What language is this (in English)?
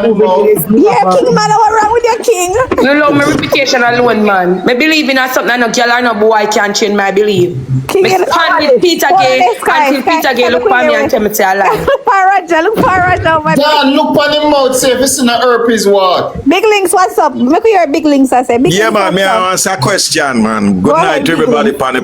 Jamaican Creole English